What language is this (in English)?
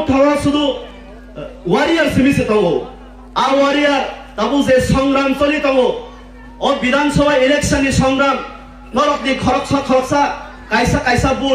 Kok Borok